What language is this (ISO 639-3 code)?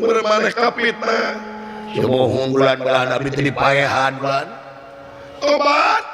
sun